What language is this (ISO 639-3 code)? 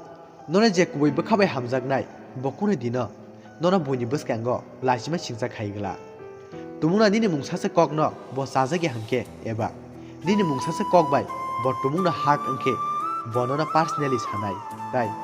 trp